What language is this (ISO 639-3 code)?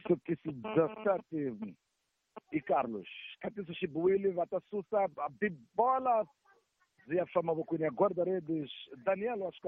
tso